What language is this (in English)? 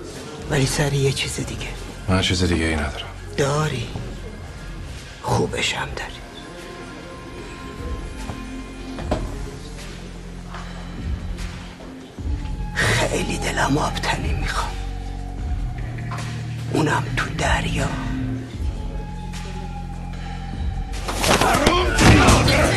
Persian